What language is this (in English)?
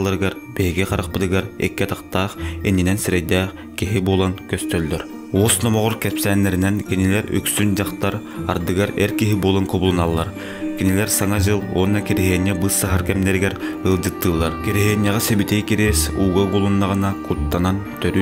Yakut